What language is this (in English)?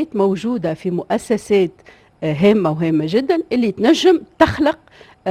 Tunisian Arabic